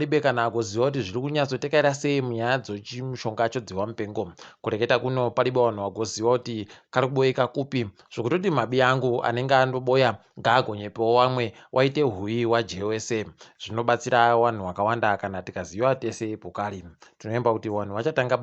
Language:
Ndau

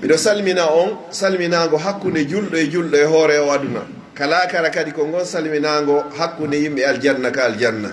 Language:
Pular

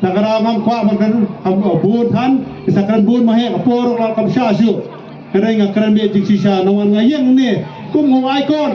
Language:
Khasi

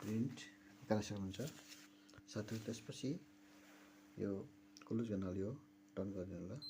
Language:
Nepali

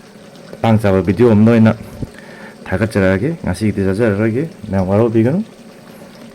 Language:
Manipuri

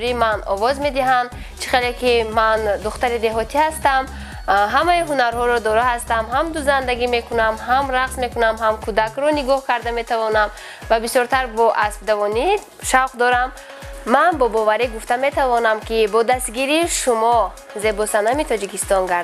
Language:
Tajik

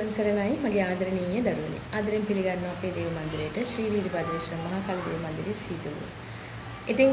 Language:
Sinhala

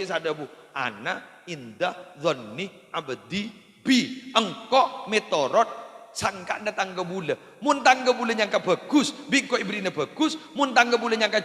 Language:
Madurese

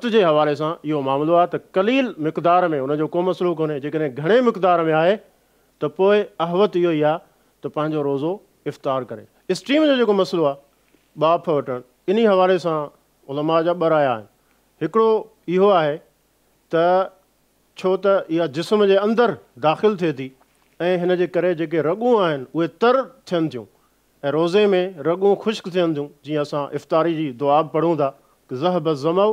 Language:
Sindhi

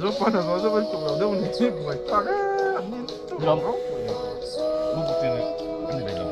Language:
Mizo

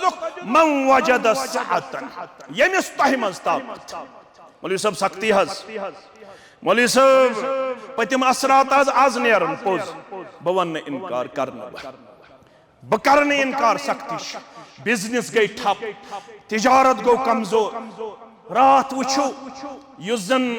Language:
Kashmiri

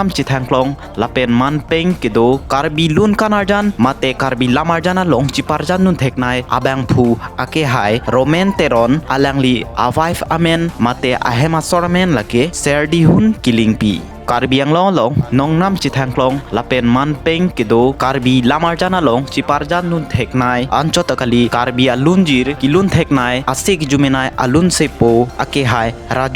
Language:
Karbi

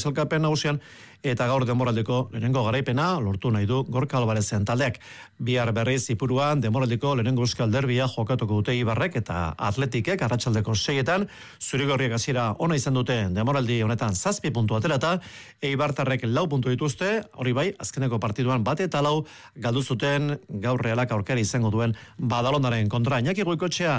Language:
Basque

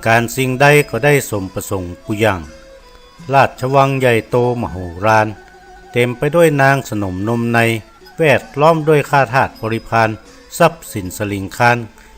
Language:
Northern Thai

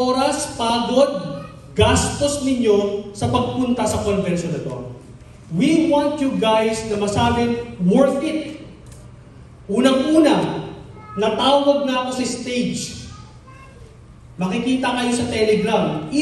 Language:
Filipino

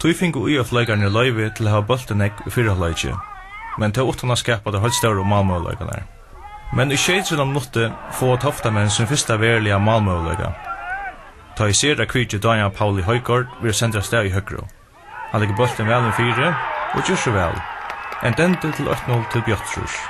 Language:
Faroese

